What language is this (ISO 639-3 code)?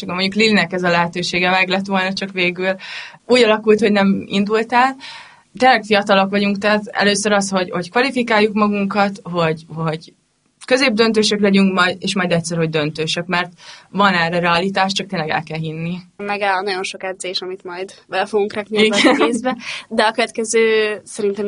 hun